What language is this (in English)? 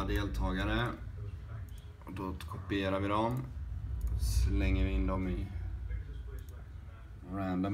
Swedish